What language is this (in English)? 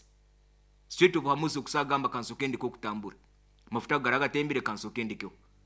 Nyankole